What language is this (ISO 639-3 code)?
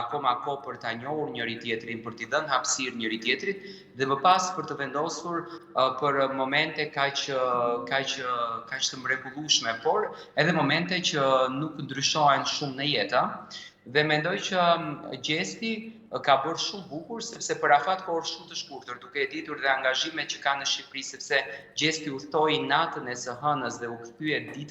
sqi